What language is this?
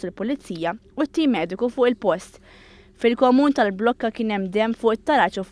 Maltese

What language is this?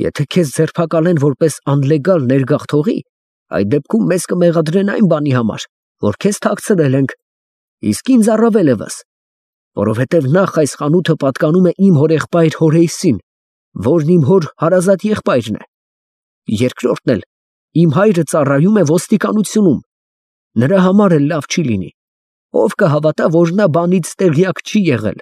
Armenian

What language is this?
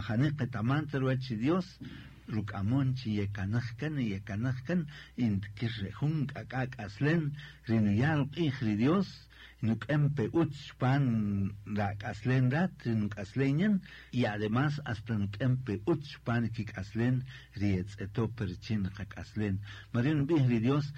Kaqchikel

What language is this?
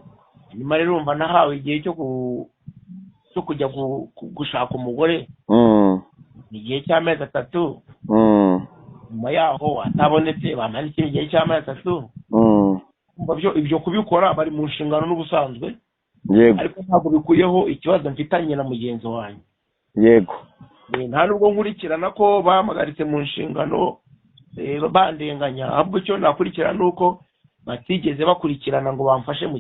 Kinyarwanda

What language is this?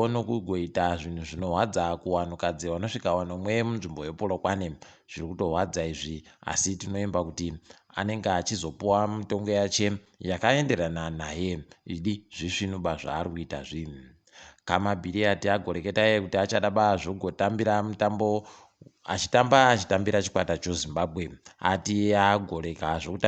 Ndau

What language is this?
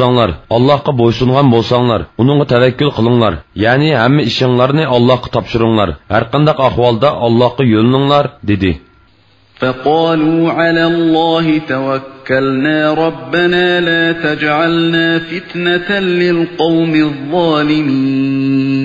Uyghur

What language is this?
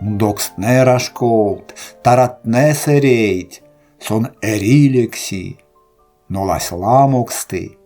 Erzya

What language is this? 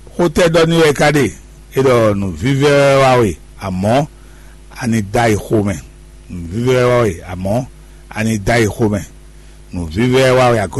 Fon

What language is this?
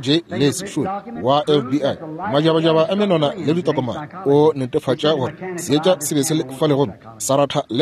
Northern Sotho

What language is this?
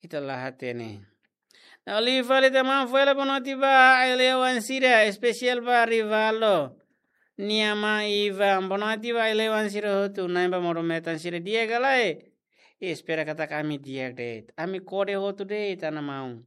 Tetum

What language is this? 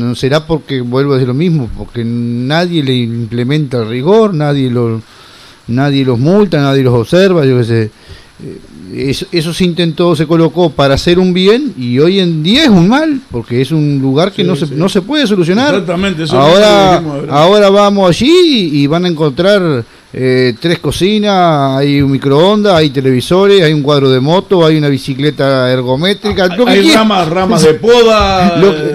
Spanish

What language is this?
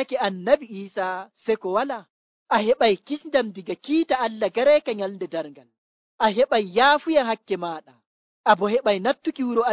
Nigerian Fulfulde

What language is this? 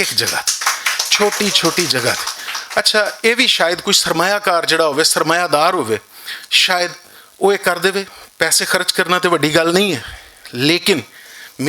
Western Panjabi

